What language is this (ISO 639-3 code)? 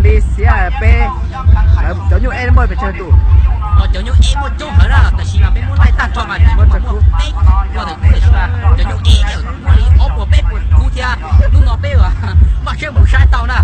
hmn